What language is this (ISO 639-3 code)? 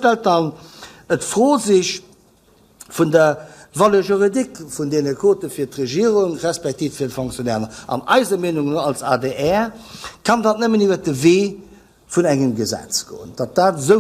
ltz